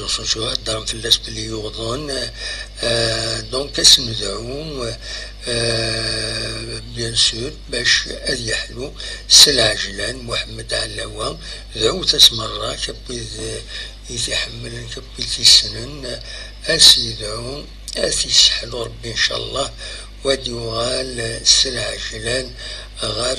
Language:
Kabyle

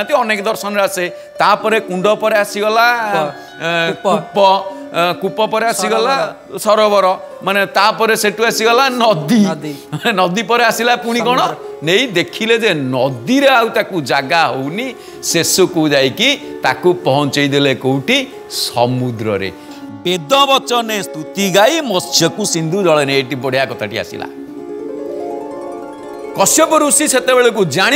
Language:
Odia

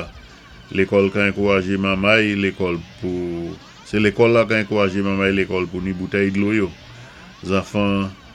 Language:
Saint Lucian Creole French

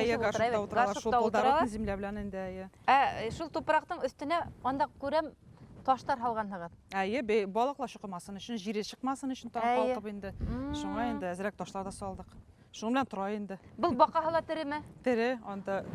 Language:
Bashkir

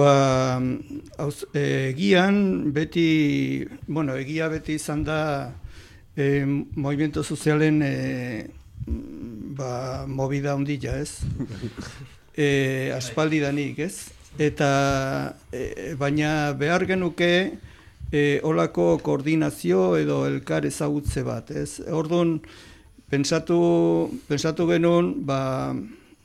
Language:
Basque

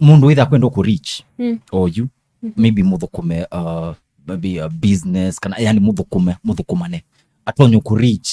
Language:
Kamba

